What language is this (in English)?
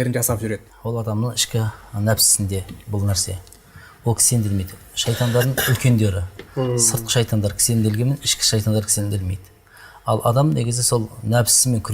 Kazakh